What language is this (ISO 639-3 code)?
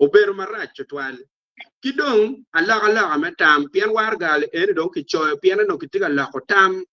ach